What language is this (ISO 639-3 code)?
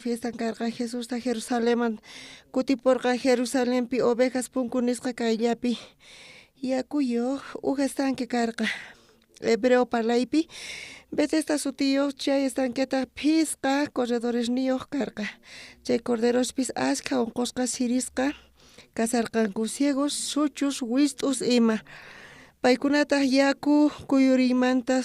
quh